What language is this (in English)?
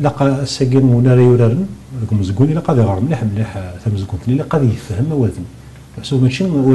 Kabyle